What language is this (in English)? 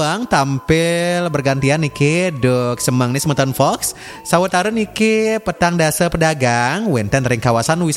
Balinese